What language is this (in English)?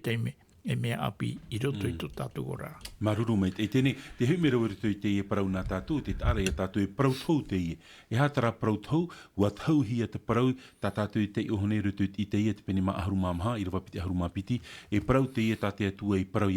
Tahitian